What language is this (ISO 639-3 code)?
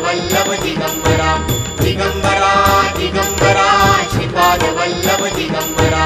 mar